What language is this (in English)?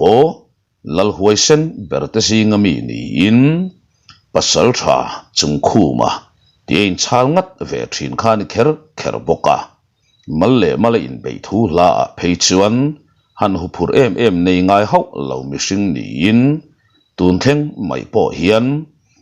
Mizo